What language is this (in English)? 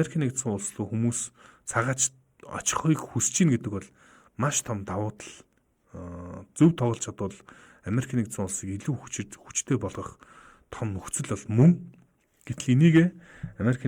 Mongolian